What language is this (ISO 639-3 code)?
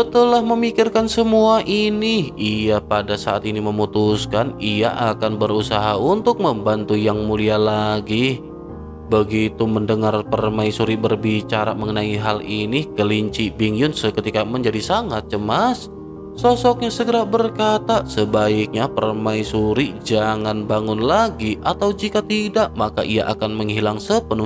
ind